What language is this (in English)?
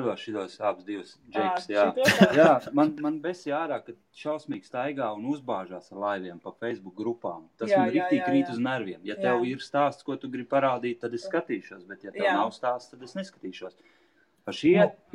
Latvian